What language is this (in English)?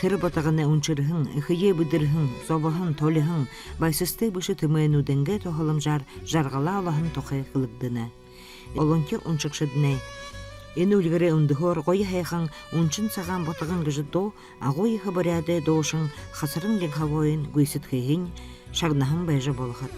Buriat